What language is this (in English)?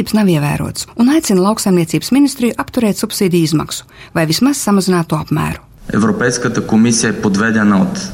Latvian